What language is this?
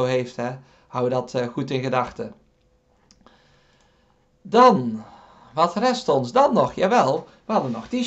Dutch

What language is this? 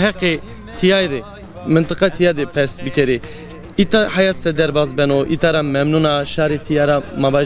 Zaza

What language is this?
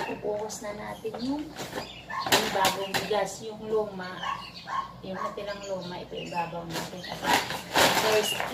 Filipino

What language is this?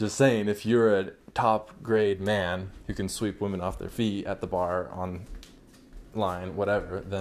English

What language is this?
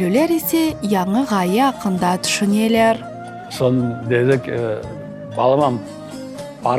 Crimean Tatar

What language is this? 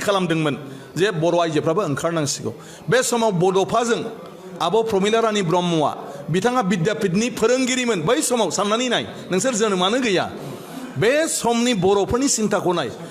Bodo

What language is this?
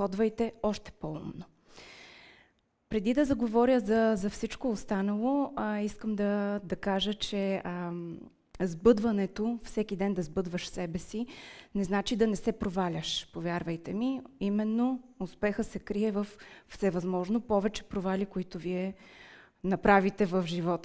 Bulgarian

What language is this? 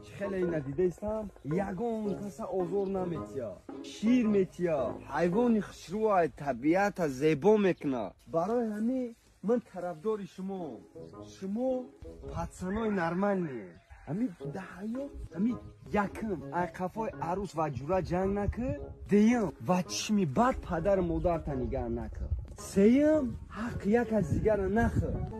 Tajik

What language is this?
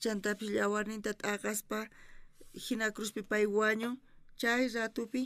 South Bolivian Quechua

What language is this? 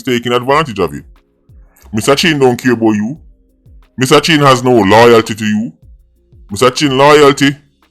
Jamaican Creole English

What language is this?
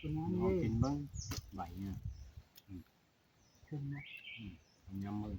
Northeastern Thai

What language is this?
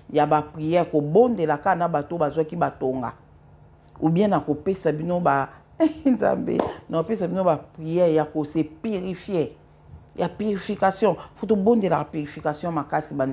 Lingala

